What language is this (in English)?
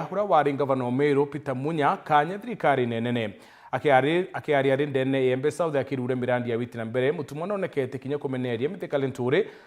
Meru